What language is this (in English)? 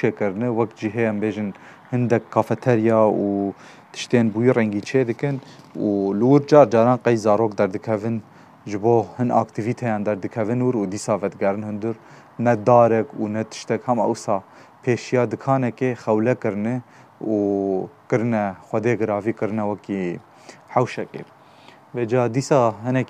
Kurdish